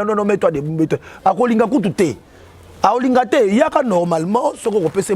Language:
Lingala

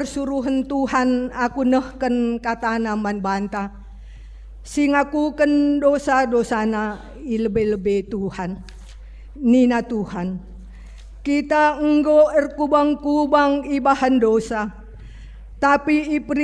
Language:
Batak Karo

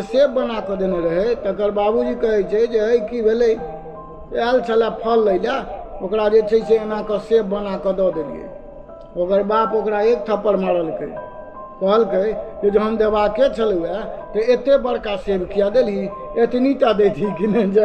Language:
Maithili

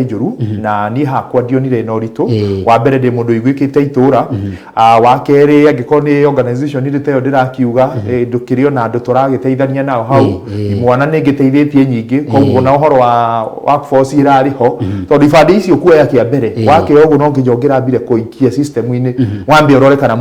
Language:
Kikuyu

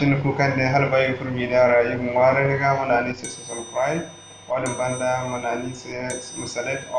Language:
Zarma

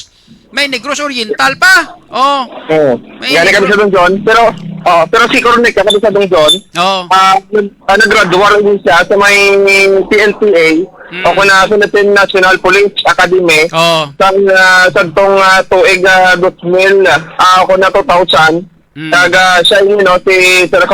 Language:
Hiligaynon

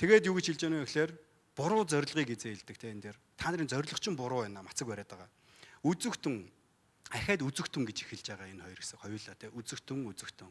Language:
Mongolian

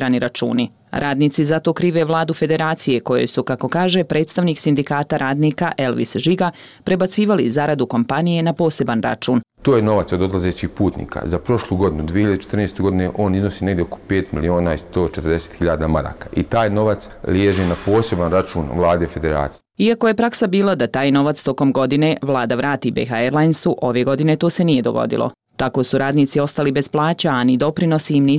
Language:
Bosnian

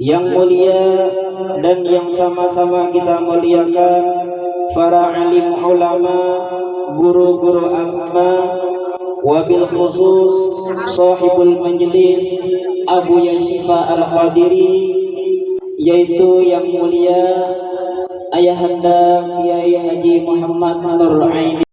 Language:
Banjar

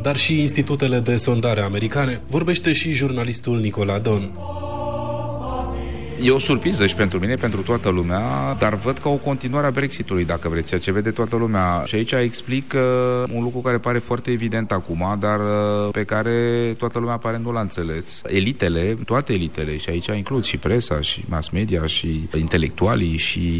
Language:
Romanian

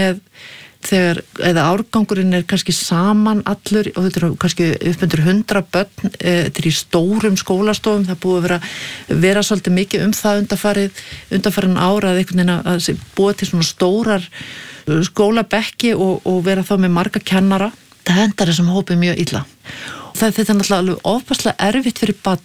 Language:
Icelandic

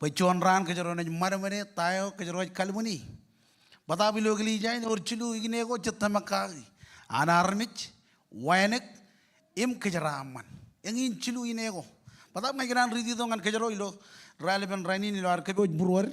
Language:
Marshallese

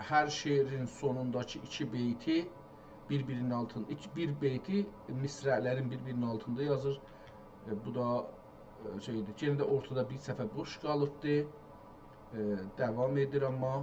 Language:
South Azerbaijani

